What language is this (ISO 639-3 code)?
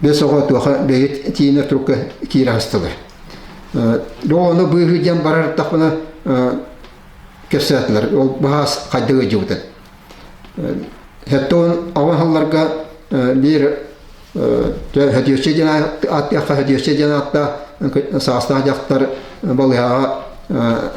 sah